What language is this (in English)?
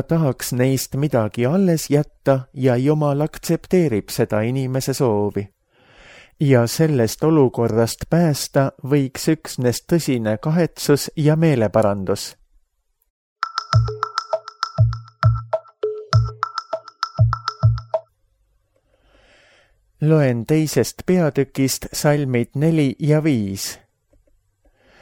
Estonian